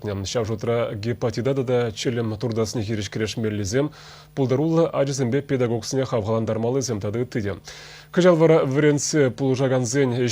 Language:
Chuvash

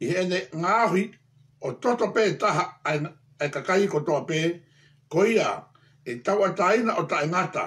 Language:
Tongan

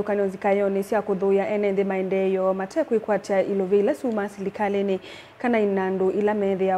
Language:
Kamba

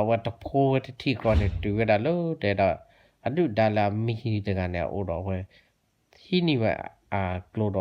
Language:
S'gaw Karen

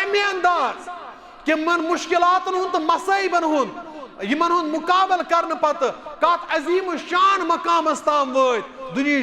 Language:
Kashmiri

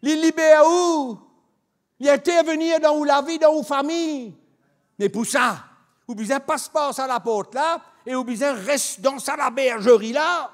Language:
Morisyen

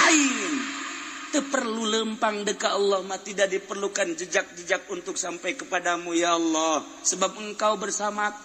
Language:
Sundanese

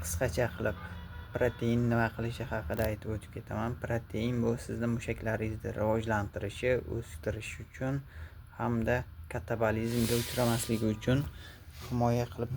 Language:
Uzbek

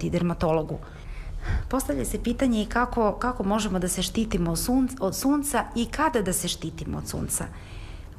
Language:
Serbian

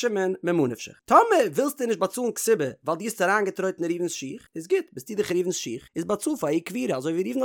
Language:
Yiddish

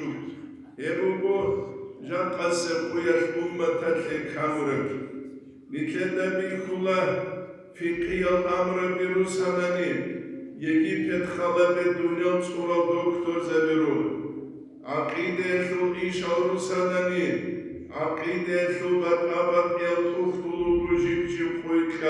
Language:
Avaric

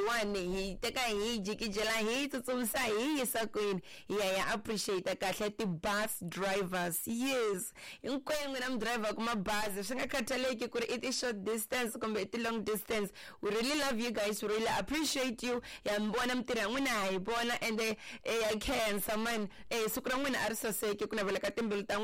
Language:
Tsonga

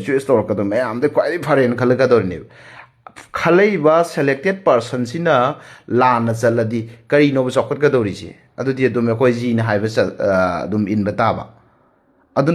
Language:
Manipuri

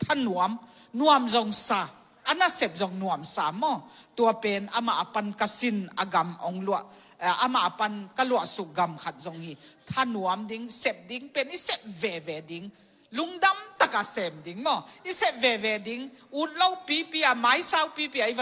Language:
Tedim Chin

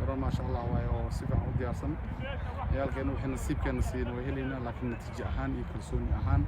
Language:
Somali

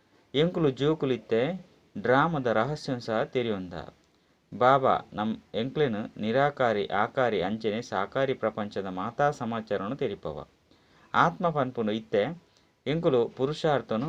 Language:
Tulu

